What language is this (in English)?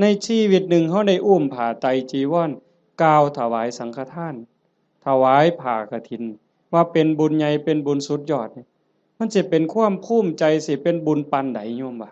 Northeastern Thai